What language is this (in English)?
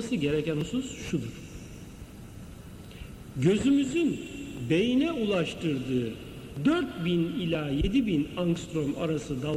Turkish